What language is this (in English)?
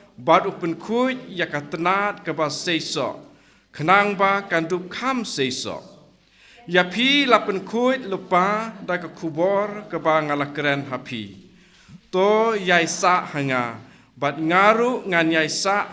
Khasi